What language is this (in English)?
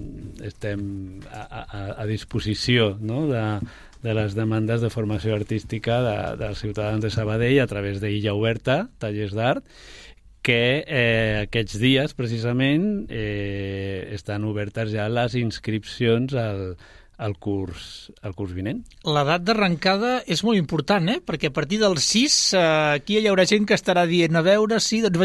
Catalan